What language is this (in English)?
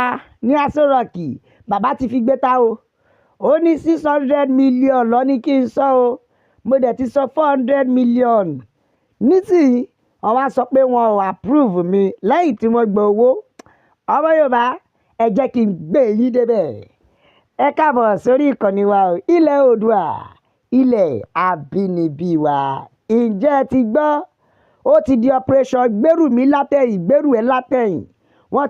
Yoruba